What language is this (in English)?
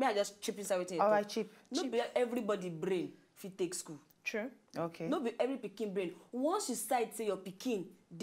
Nigerian Pidgin